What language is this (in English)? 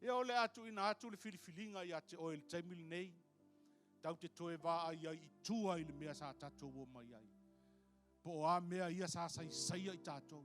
Samoan